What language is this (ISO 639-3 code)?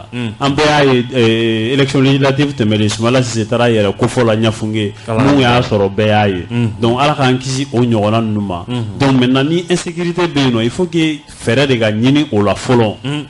bam